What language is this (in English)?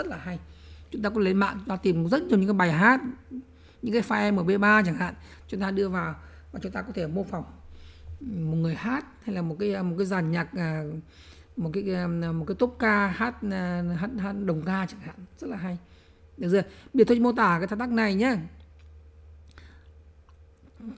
Vietnamese